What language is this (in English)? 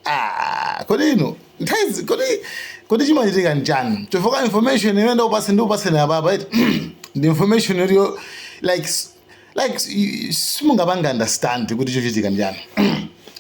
Nyanja